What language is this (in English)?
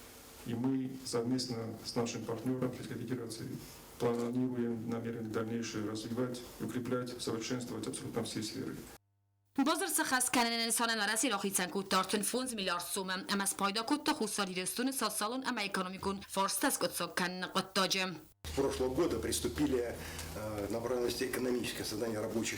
Ossetic